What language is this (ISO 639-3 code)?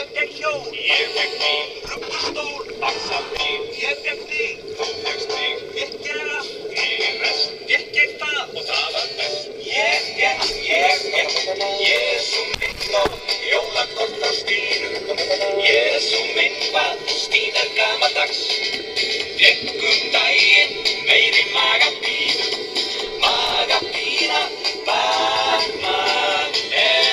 isl